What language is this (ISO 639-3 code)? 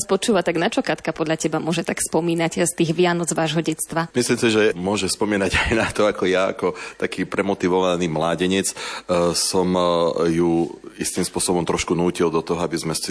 slk